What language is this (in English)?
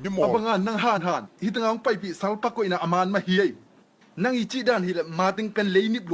Tedim Chin